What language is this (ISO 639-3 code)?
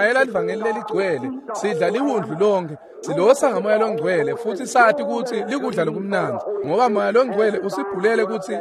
ssw